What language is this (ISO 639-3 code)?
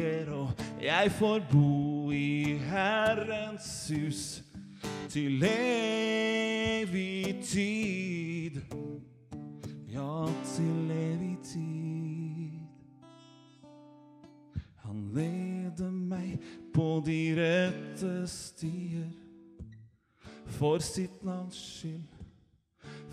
nor